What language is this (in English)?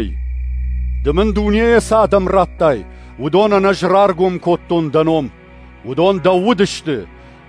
Ossetic